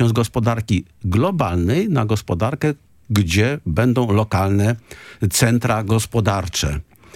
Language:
Polish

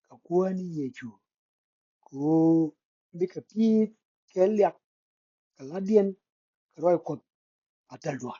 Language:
Nuer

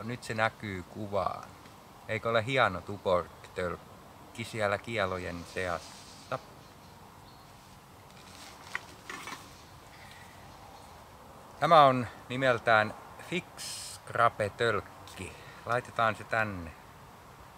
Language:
Finnish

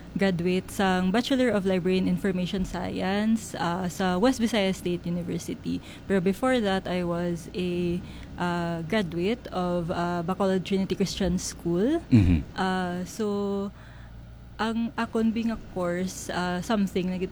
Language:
Hiligaynon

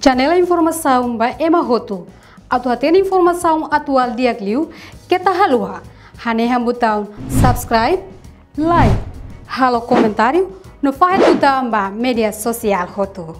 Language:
Tetum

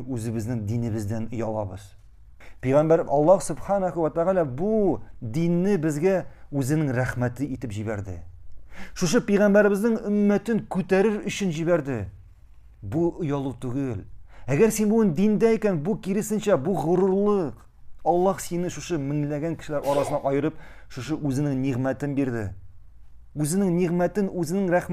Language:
Tatar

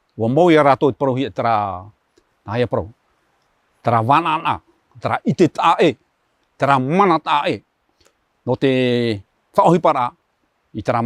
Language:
Tahitian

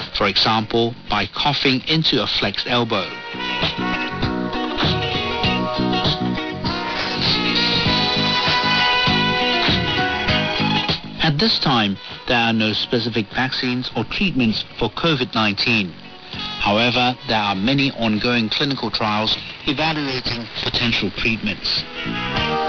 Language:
English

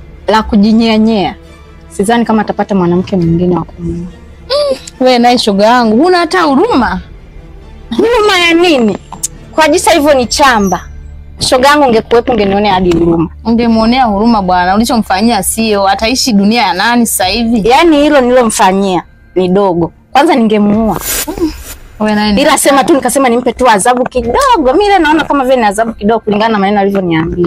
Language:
Swahili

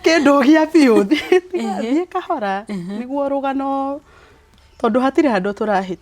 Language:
Kikuyu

